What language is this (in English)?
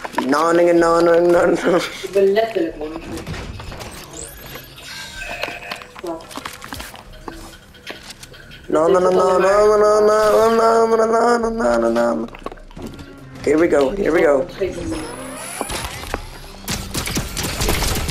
Dutch